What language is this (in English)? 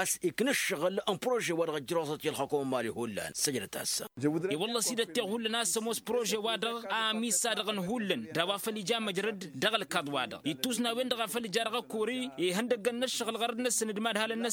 Tamasheq